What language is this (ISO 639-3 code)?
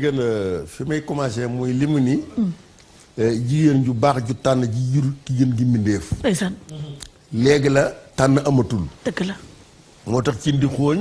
wol